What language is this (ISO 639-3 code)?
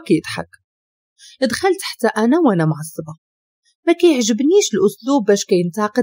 ary